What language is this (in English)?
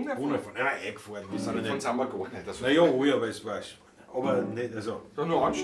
Bavarian